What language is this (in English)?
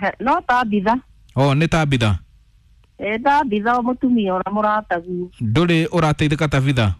Kikuyu